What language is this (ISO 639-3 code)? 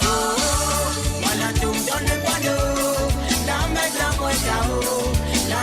mfe